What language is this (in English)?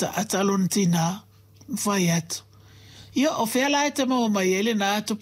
Samoan